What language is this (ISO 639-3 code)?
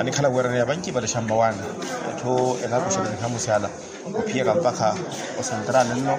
vmw